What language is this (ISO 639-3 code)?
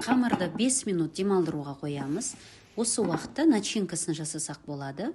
kaz